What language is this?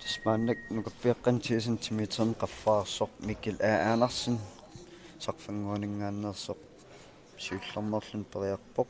Kalaallisut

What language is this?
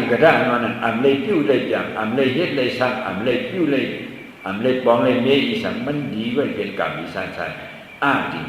Shan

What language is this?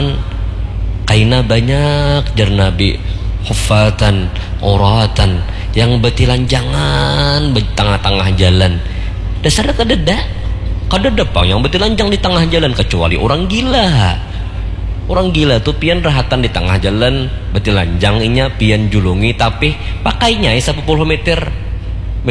Banjar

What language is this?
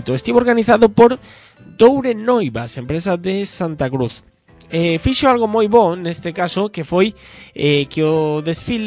Galician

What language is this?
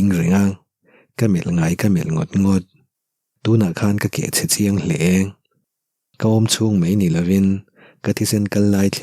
Mizo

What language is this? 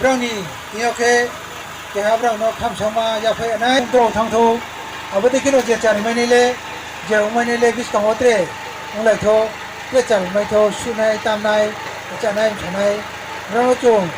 Riang (India)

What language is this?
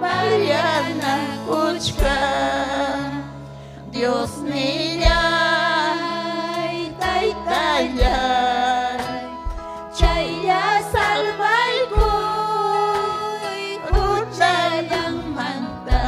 Ayacucho Quechua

